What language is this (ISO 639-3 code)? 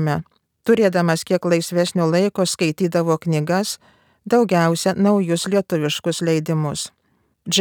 lit